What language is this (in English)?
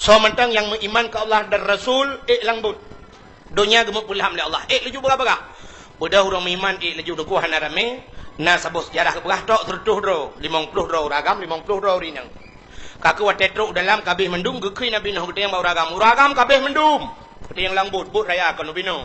Achinese